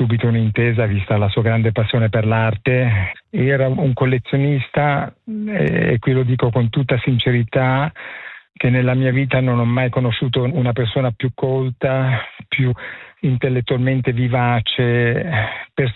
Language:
Italian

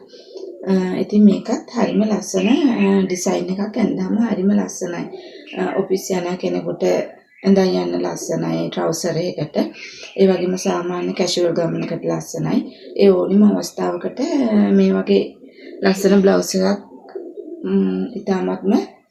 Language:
Sinhala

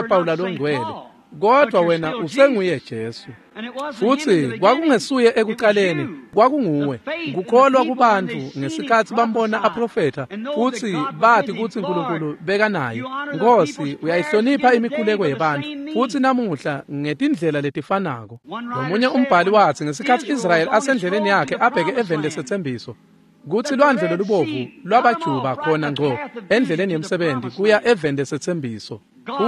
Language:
Swati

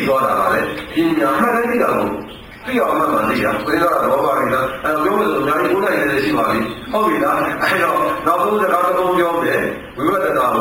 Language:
Burmese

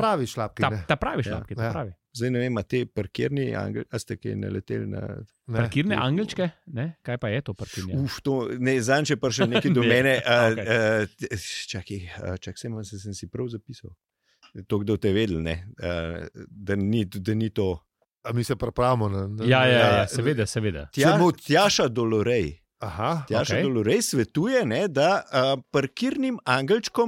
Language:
Slovenian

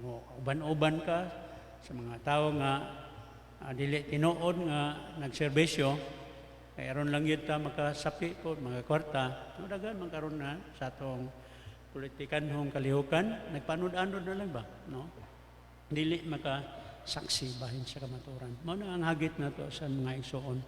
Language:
Cebuano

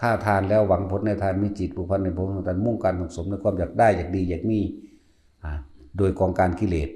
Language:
Lao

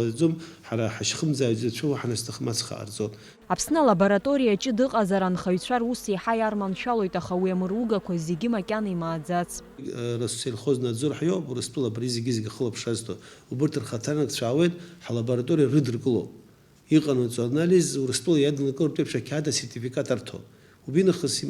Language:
Abkhazian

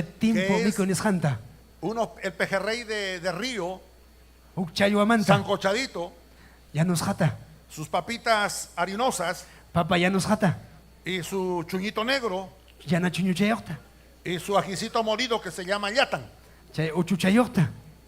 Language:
Ayacucho Quechua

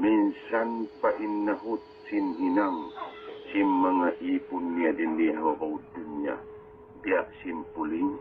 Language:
Tausug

